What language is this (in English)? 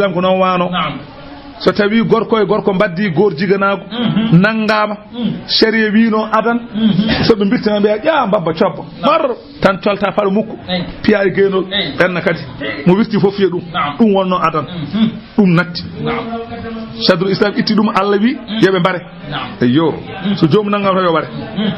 Fula